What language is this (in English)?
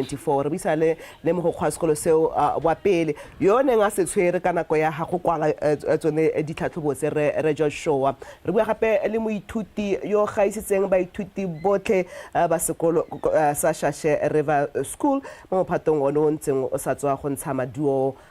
Tswana